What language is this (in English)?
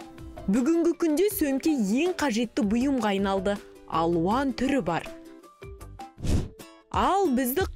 Kazakh